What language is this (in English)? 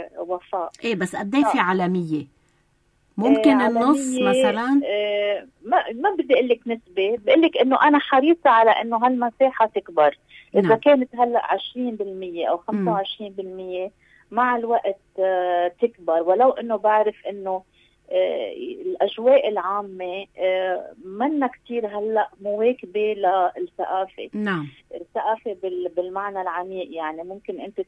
North Levantine Arabic